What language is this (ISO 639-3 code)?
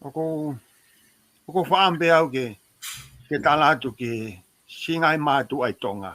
ton